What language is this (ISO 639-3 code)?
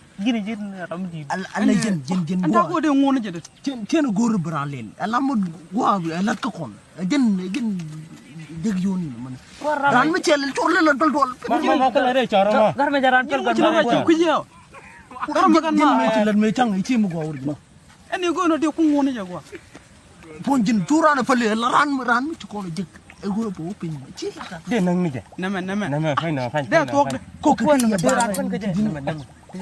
nus